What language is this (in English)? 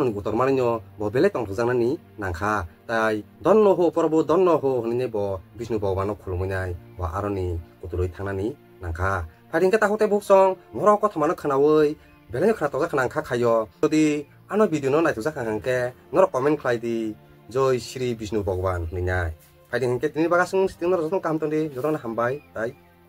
Kok Borok